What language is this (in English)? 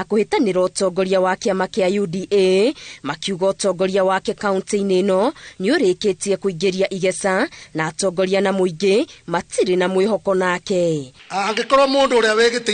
Kikuyu